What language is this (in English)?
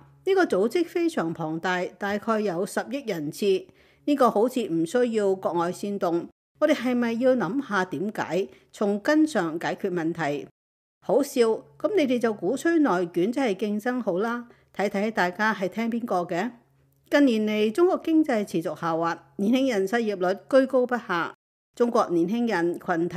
Cantonese